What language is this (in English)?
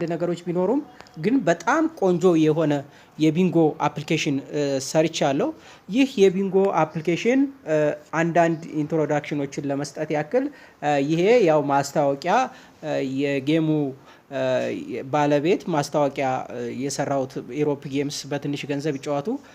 Amharic